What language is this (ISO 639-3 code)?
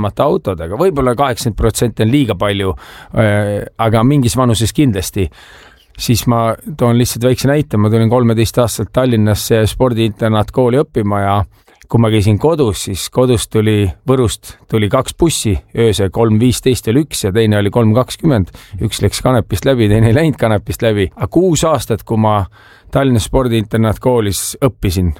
est